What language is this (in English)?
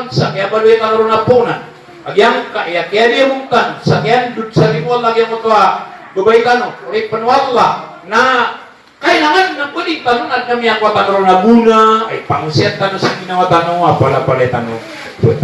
Maranao